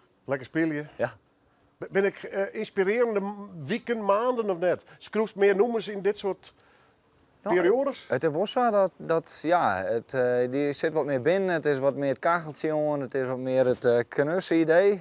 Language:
Western Frisian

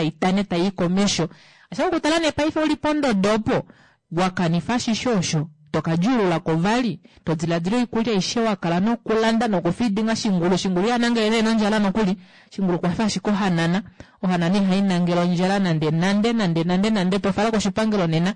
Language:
Kuanyama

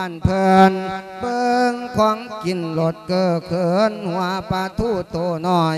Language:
Lao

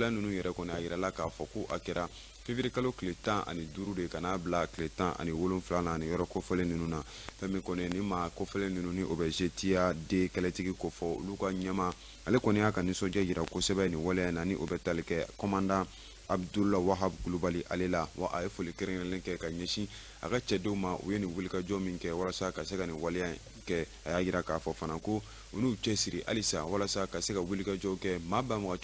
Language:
Bambara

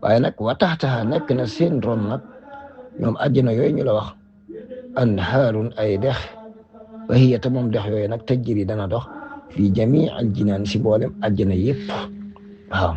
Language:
Wolof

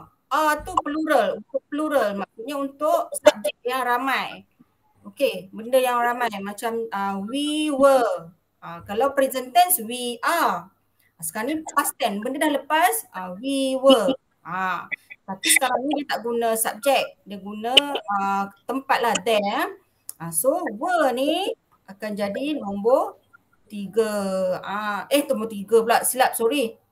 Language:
Malay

